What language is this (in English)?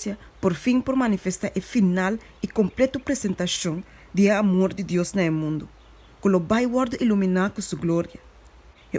Papiamento